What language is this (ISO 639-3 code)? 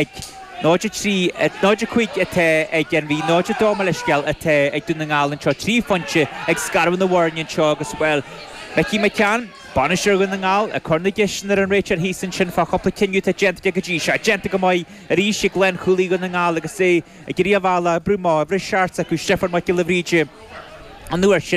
gle